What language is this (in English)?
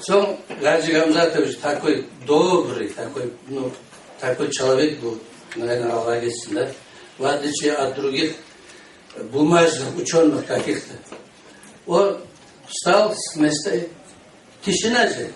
Kumyk